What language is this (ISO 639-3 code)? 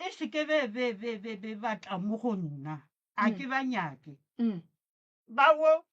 nso